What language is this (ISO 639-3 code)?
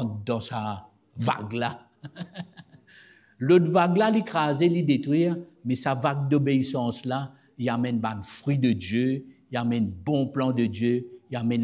mfe